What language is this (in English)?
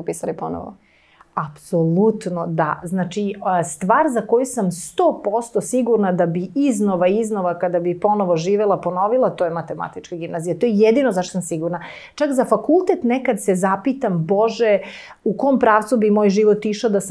Serbian